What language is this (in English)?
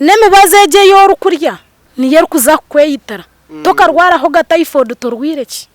Nyankole